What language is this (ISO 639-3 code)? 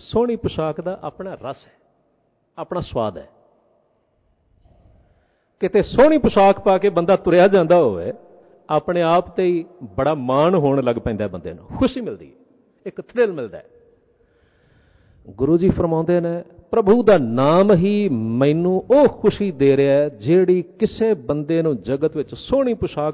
pan